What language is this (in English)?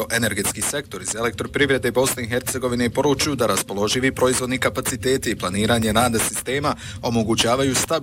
Bosnian